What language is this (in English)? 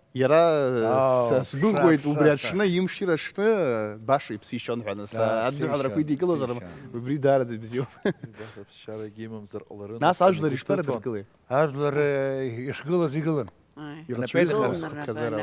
Abkhazian